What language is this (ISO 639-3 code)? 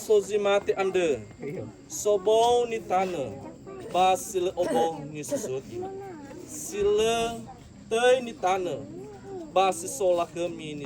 nia